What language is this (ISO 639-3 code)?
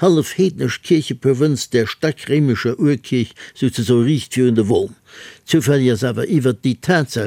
ltz